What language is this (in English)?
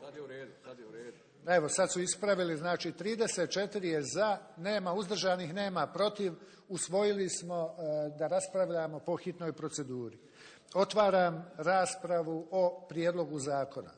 Bosnian